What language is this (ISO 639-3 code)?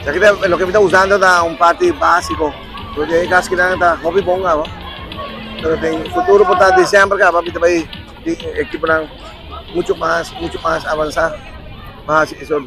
pap